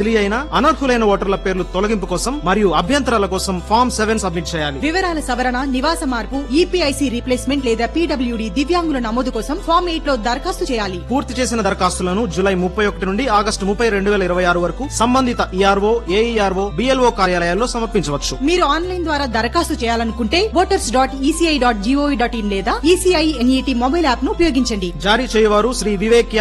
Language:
Telugu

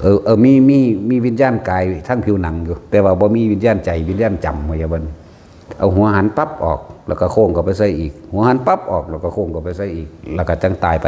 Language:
Northeastern Thai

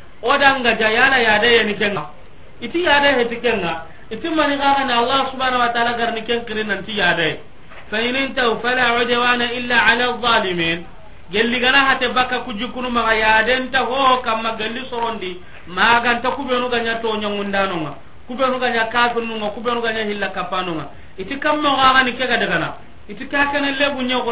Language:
Soninke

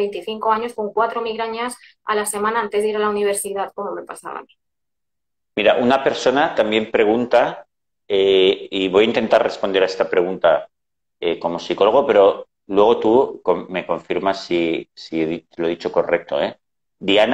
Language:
Spanish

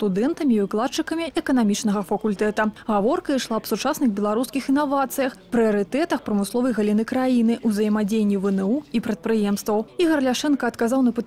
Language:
Belarusian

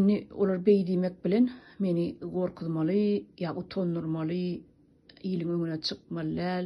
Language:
Turkmen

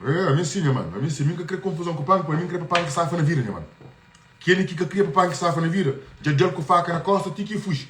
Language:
Kabuverdianu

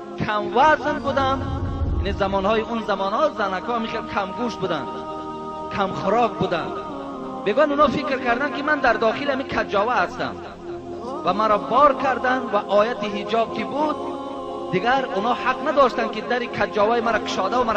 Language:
Tajik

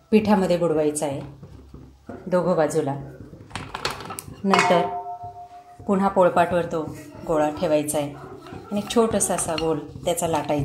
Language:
Marathi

